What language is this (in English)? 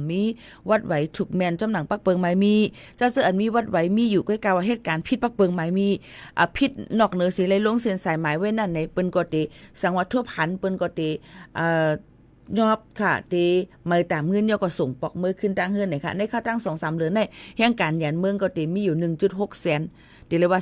Shan